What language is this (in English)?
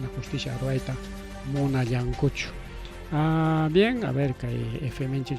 Ayacucho Quechua